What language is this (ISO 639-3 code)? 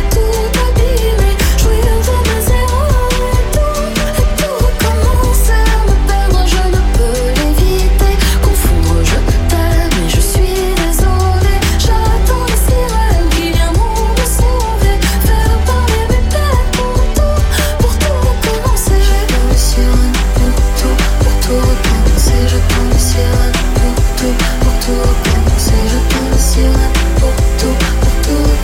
fra